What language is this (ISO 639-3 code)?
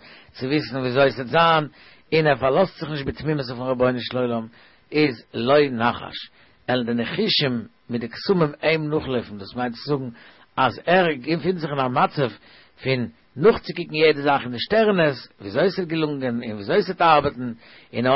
yid